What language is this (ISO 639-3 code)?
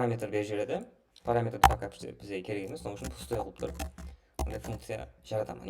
kaa